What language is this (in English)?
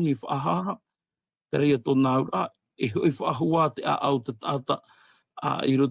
Tahitian